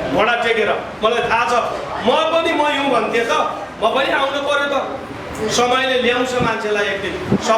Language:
Nepali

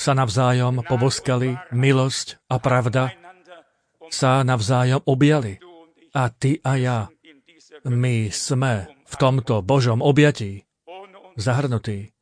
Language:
Slovak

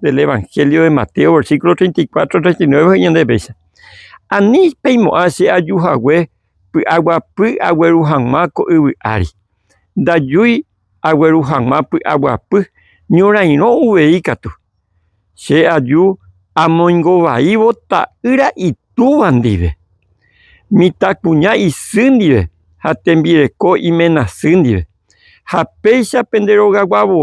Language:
Guarani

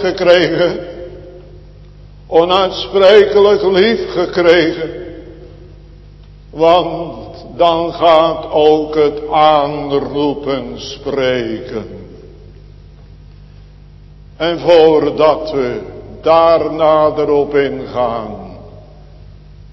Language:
Dutch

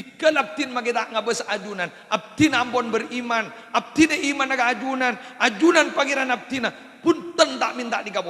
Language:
Madurese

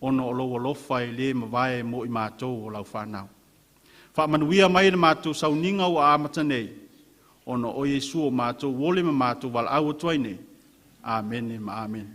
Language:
Samoan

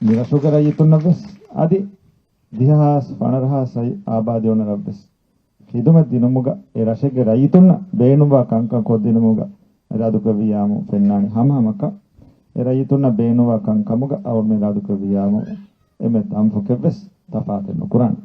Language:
Divehi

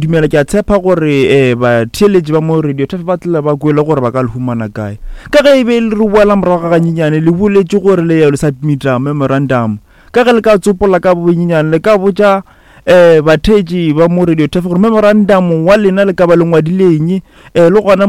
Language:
Northern Sotho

